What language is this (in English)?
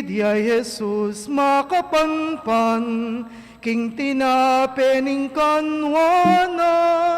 Pampanga